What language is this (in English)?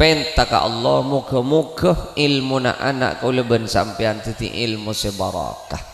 Madurese